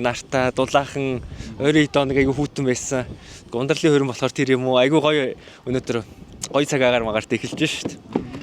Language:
Mongolian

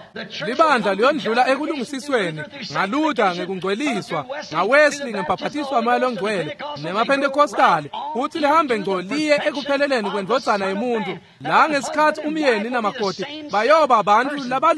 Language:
Swati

